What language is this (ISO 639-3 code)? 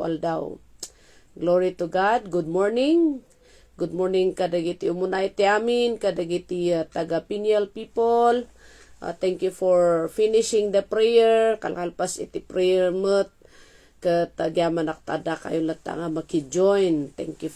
ilo